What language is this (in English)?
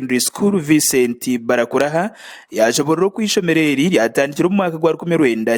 Nyankole